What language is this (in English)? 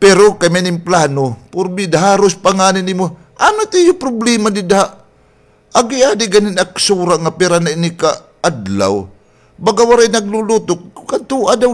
Waray